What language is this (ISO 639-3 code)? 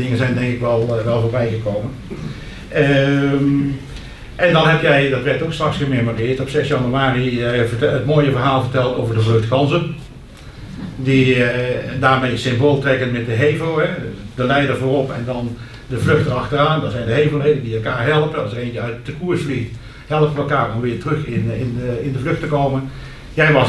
nld